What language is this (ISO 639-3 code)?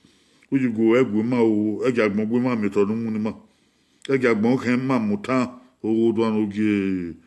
bin